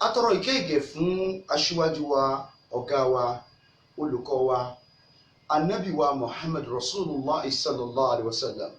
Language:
Yoruba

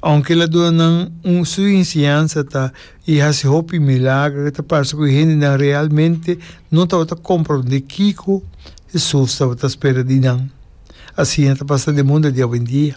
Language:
Papiamento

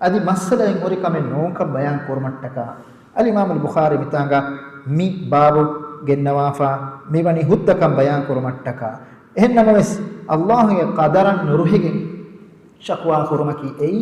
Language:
Divehi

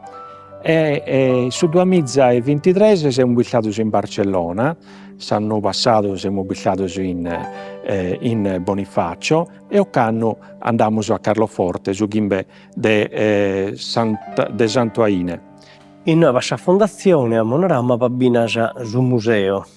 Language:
Sardinian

